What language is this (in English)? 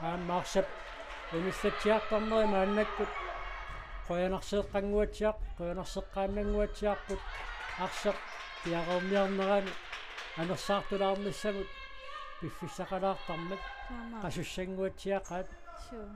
Kalaallisut